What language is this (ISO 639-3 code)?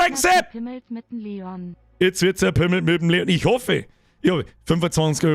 bar